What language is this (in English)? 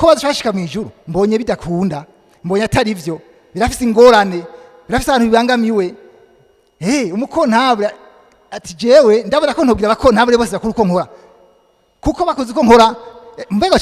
Rundi